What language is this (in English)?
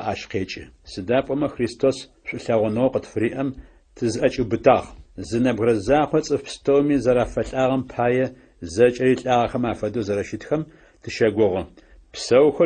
Adyghe